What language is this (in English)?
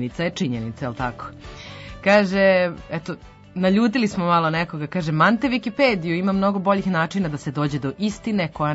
Serbian